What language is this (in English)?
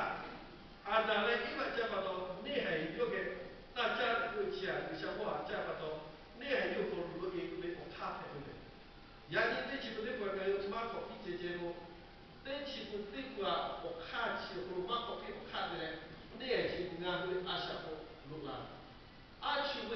Lahu